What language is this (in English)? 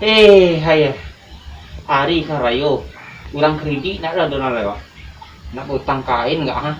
Minangkabau